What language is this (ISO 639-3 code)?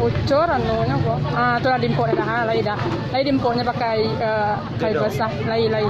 min